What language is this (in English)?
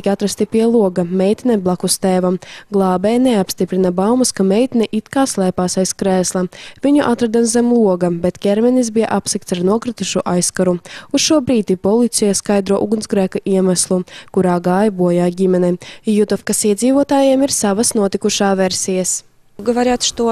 Latvian